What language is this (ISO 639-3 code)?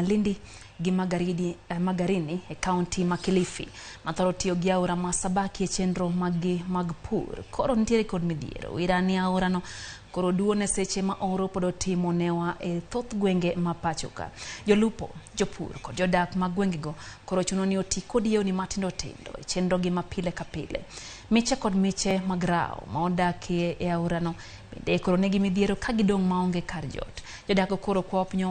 luo